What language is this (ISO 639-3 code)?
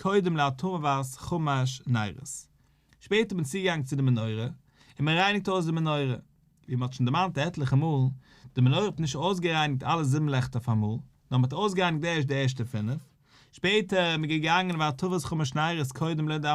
yid